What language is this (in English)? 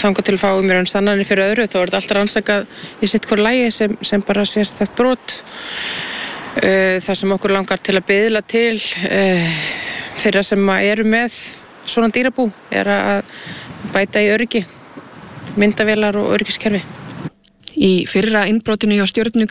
Icelandic